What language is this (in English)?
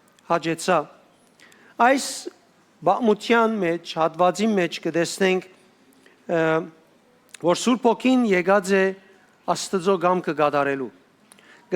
Western Armenian